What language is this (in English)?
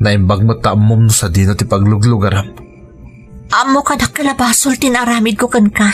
Iloko